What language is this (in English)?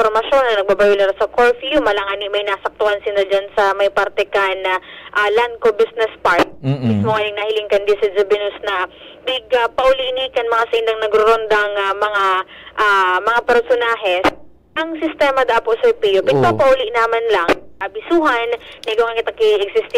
Bikol